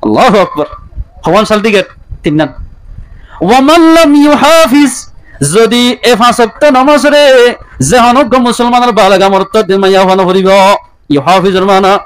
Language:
Rohingya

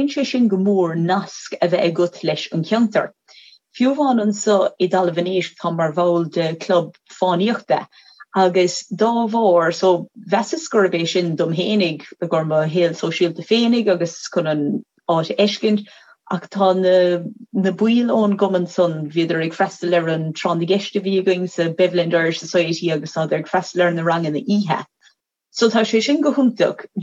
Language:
Irish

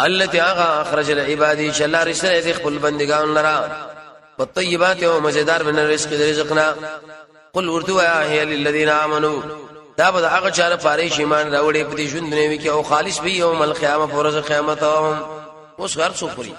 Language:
Pashto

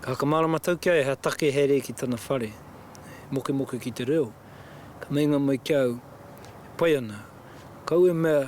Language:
Māori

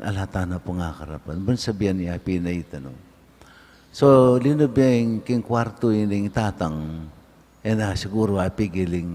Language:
Pampanga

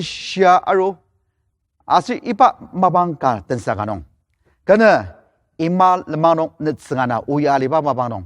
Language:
Ao Naga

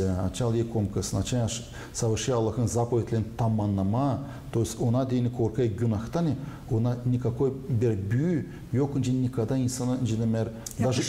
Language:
Gagauz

